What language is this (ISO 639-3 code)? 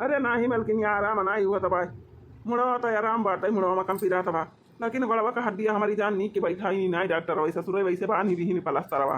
awa